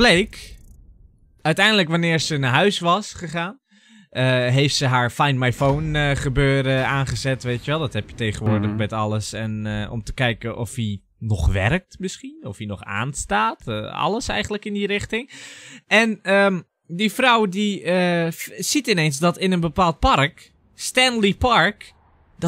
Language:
Dutch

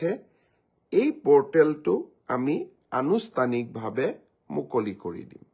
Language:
Assamese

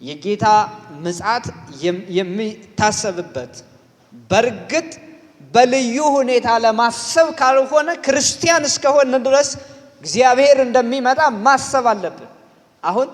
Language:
Amharic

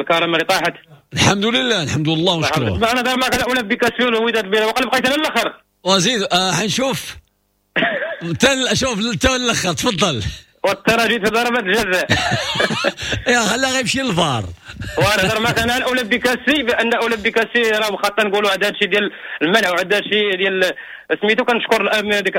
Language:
Moroccan Arabic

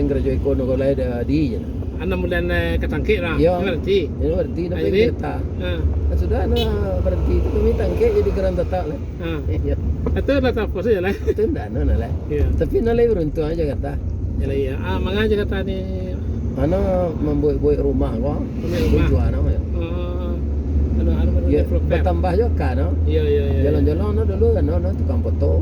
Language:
Minangkabau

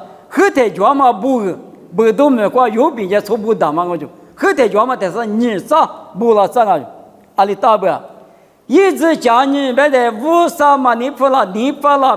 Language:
Lisu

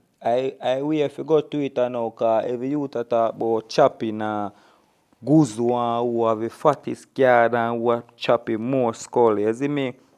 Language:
Jamaican Creole English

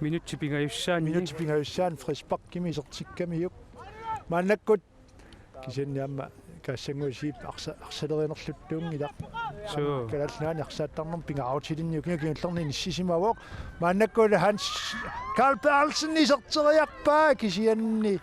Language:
Kalaallisut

